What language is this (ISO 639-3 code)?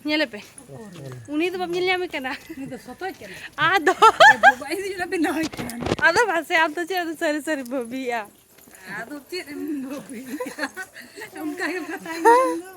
sat